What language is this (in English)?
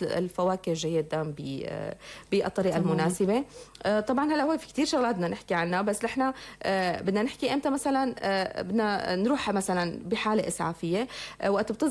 North Levantine Arabic